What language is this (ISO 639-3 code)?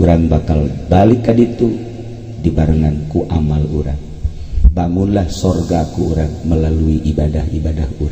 sun